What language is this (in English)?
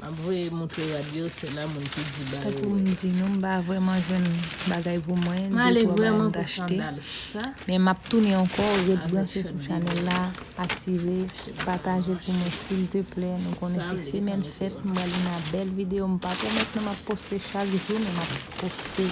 Haitian Creole